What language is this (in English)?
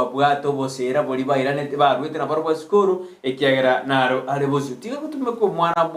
Gusii